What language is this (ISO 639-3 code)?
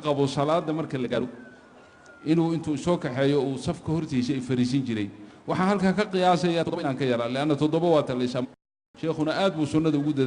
som